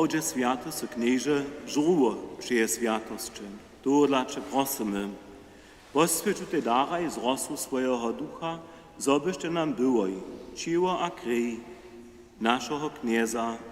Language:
Upper Sorbian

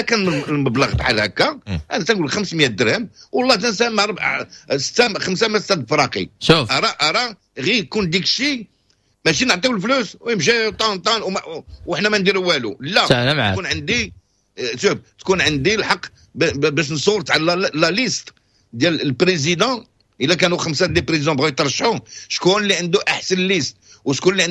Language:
Moroccan Arabic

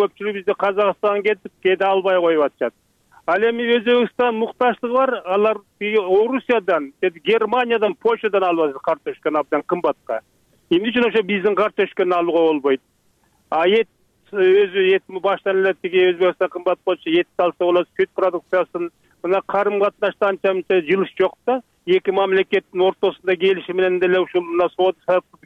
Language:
Kyrgyz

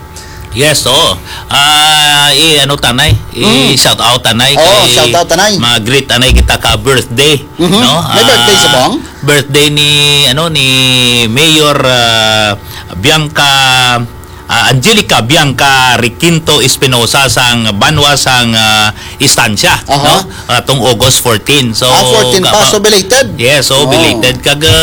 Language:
Hiligaynon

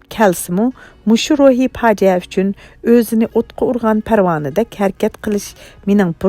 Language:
Uyghur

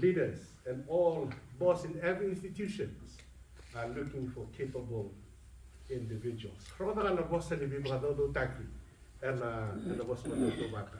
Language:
Fijian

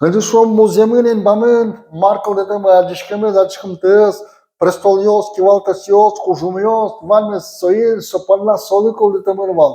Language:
Udmurt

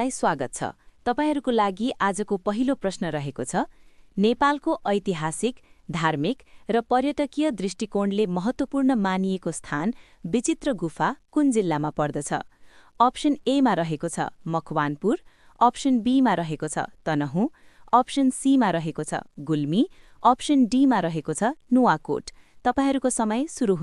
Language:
Nepali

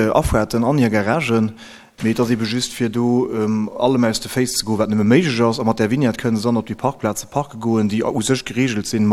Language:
Luxembourgish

